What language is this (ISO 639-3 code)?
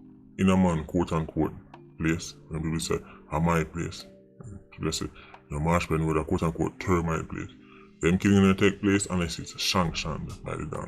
jam